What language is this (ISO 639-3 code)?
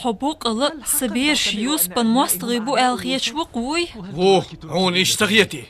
che